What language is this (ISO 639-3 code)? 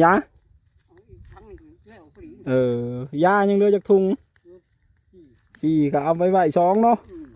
tts